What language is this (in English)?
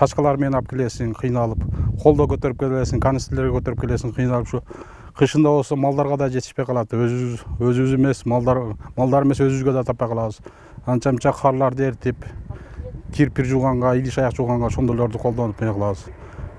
Kyrgyz